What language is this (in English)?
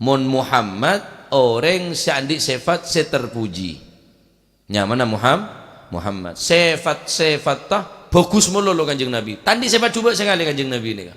Madurese